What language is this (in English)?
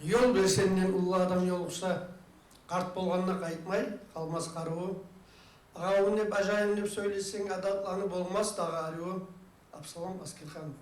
Kumyk